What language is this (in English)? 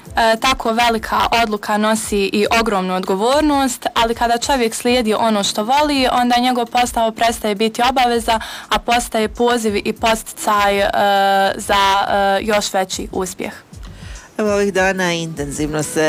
Bosnian